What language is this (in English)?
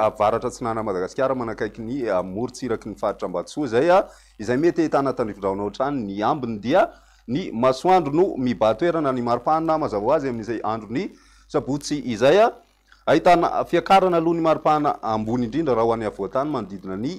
Malagasy